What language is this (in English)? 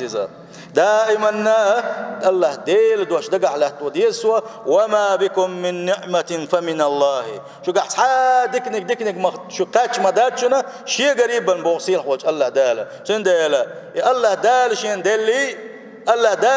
Chechen